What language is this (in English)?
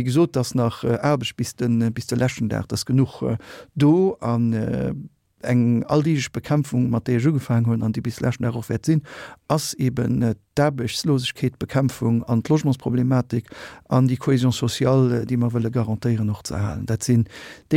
Luxembourgish